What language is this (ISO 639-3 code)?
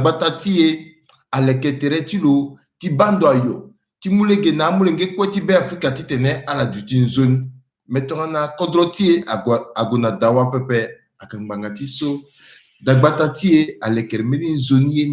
sag